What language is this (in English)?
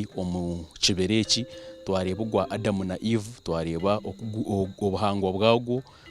Nyankole